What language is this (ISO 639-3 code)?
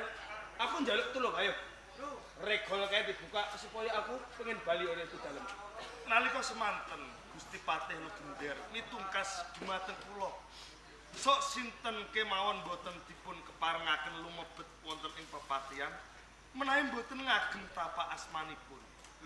jav